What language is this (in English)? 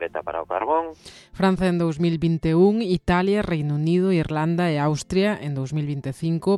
Galician